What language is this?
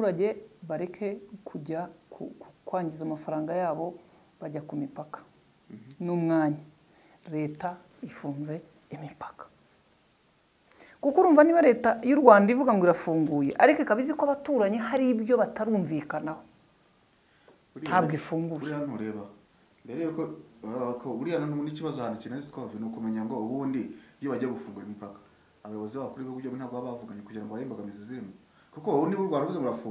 Kinyarwanda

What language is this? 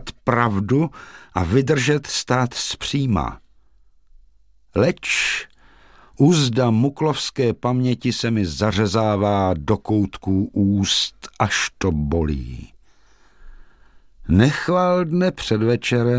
Czech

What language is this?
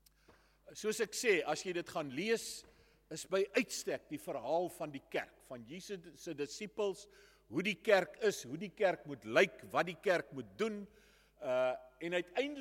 Afrikaans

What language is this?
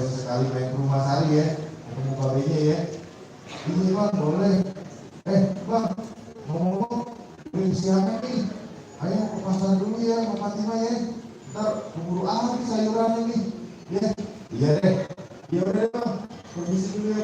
Betawi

